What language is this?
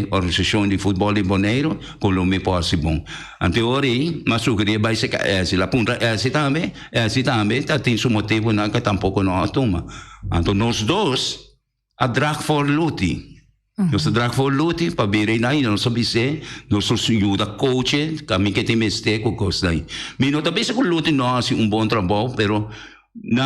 Papiamento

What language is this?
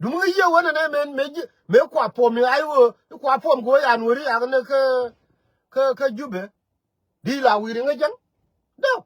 Nuer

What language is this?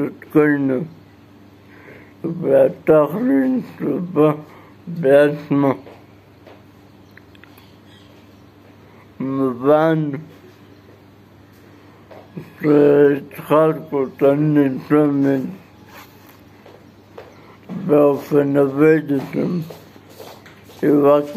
Hebrew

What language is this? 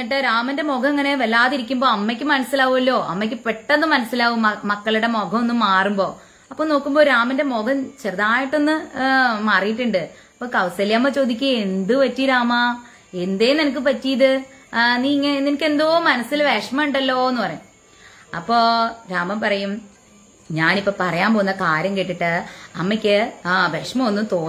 Malayalam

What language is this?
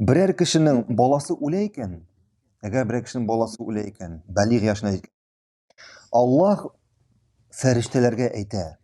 Tatar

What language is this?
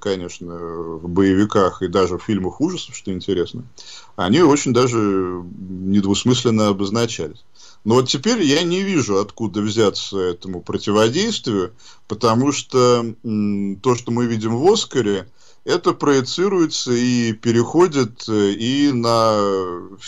Russian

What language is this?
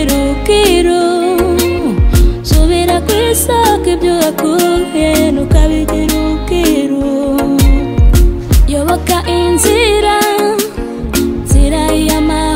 Kinyarwanda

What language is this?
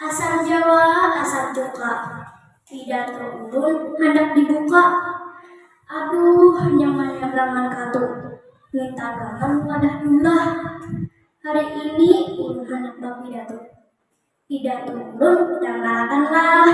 Banjar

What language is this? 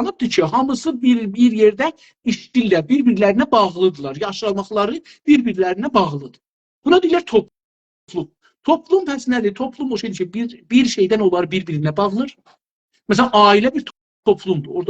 South Azerbaijani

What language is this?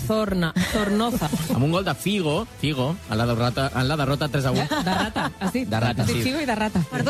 Catalan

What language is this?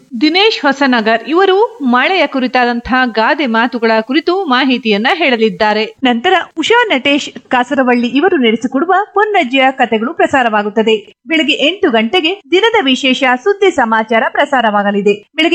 Kannada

